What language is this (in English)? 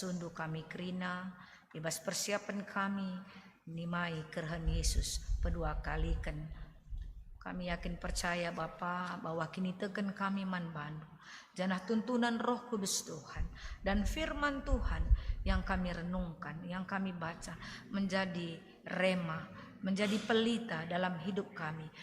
Batak Karo